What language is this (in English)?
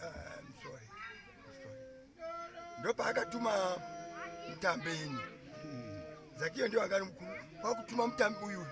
Shona